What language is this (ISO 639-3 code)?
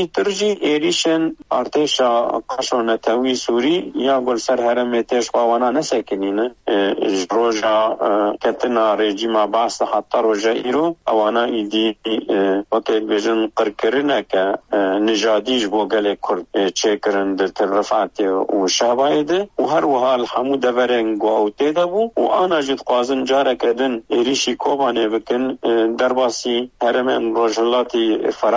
kur